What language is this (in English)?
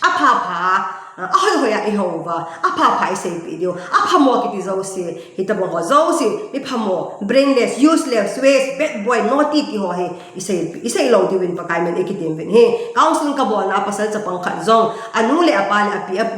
Thado Chin